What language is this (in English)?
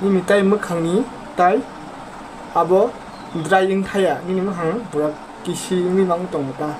Kok Borok